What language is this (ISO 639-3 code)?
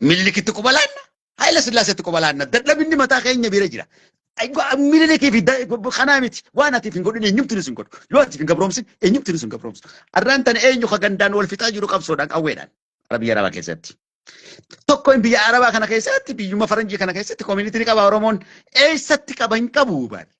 orm